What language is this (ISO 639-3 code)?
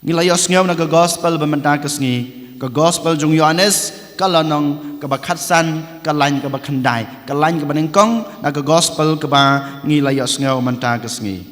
kha